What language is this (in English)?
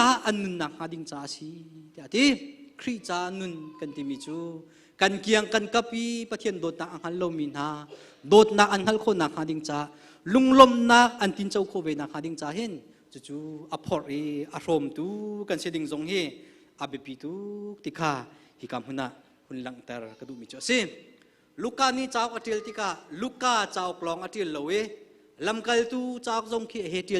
Hakha Chin